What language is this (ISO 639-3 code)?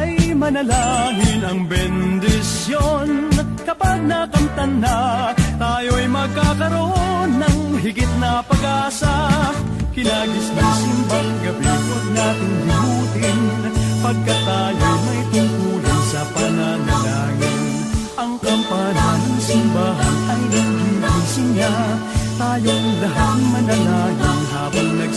fil